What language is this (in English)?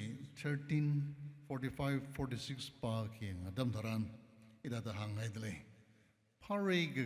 Tangkhul Naga (India)